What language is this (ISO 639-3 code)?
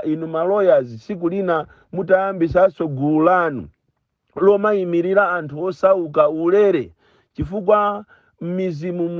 nya